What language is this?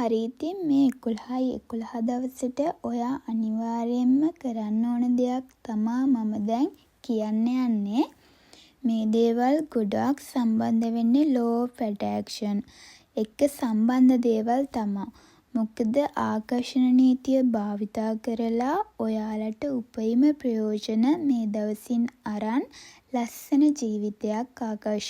Sinhala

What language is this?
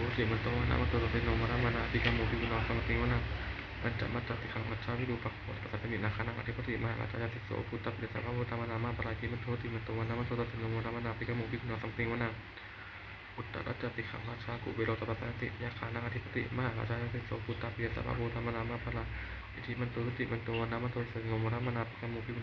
Pali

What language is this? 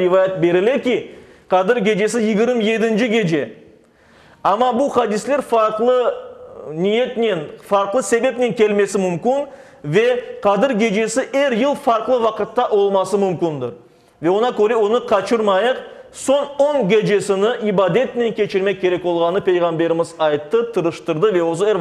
Crimean Tatar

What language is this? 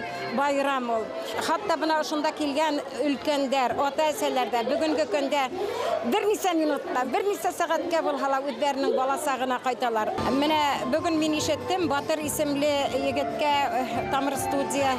Bashkir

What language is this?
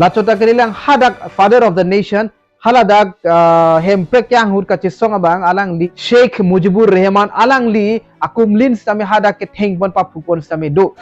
Karbi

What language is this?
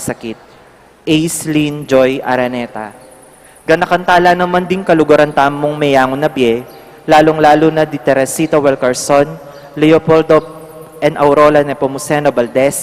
Pampanga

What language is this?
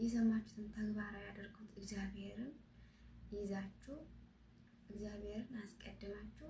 Amharic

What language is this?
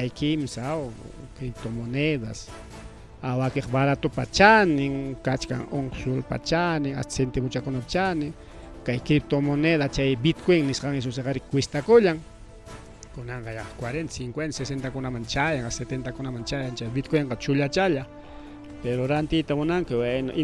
Ayacucho Quechua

